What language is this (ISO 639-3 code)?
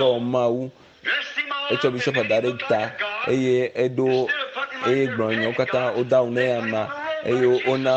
ewe